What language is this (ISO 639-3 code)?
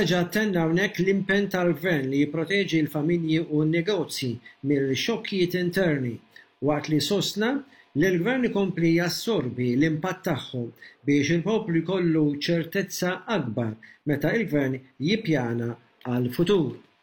mlt